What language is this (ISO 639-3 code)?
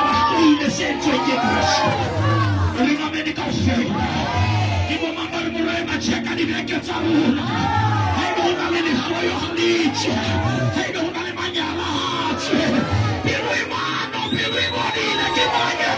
sot